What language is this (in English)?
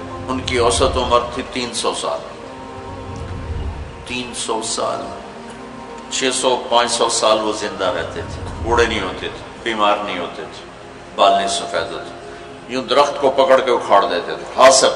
Urdu